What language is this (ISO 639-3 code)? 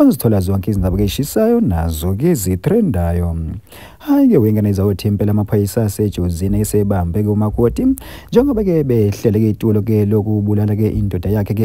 zul